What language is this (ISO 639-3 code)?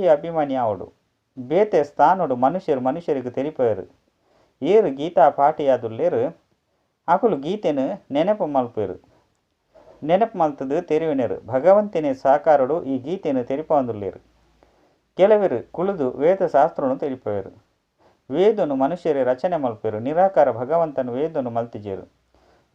tcy